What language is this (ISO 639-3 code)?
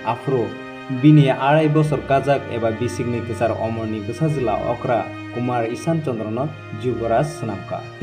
trp